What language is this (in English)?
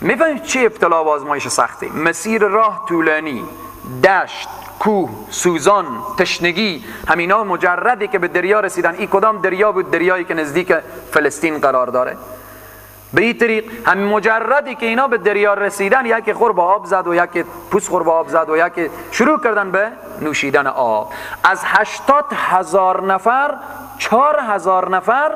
Persian